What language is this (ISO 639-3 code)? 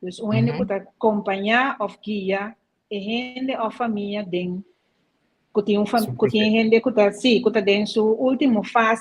pap